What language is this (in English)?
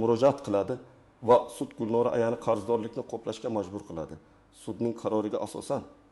Uzbek